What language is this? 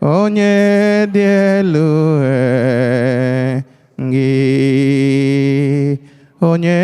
Igbo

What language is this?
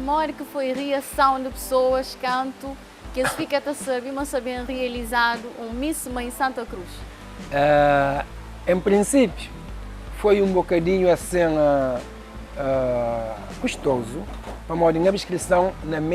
Kabuverdianu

